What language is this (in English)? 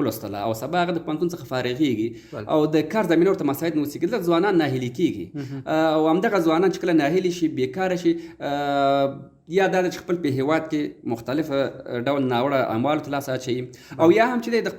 Pashto